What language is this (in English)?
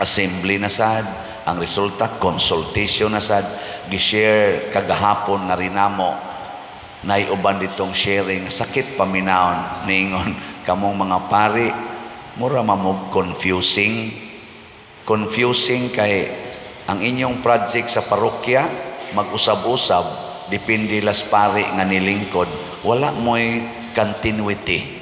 Cebuano